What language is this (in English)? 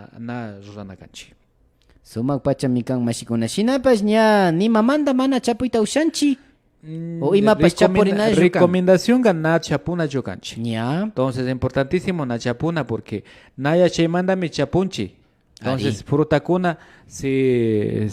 Imbabura Highland Quichua